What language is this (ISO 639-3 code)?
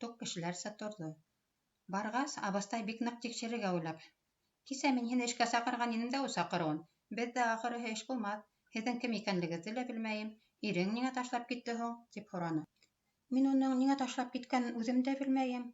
bak